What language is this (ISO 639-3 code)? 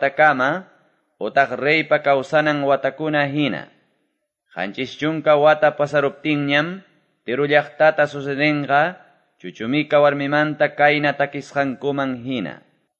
que